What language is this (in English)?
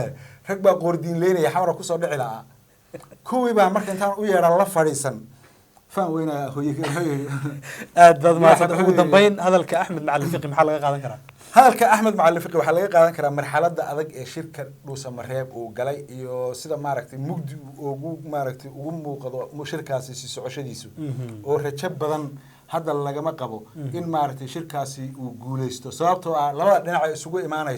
Somali